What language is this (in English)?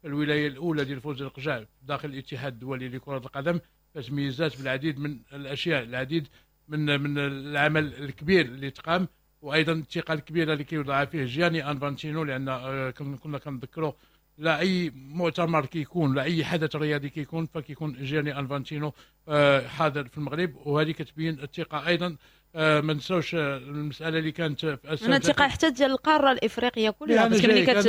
Moroccan Arabic